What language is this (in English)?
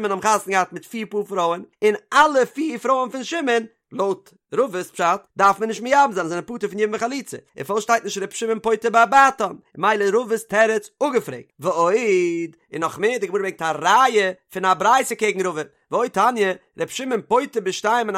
Yiddish